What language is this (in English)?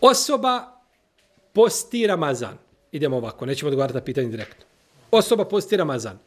Bosnian